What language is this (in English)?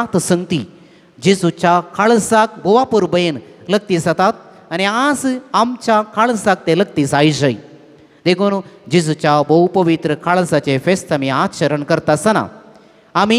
Konkani